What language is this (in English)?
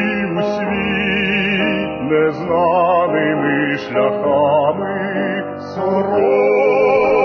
Ukrainian